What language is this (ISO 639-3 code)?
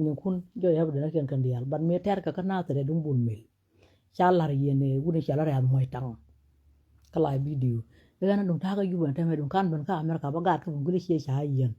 nus